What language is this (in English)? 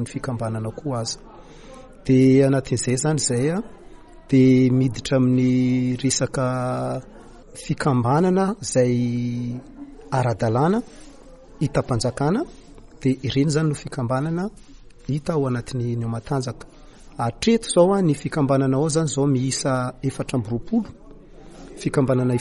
Malagasy